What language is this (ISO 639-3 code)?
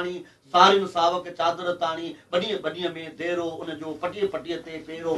snd